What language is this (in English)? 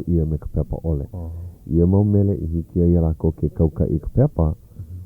Hawaiian